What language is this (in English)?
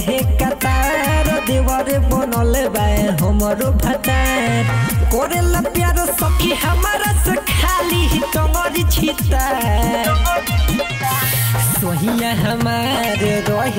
Bhojpuri